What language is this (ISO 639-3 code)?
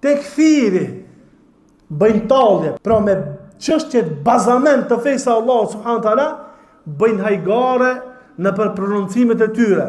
sqi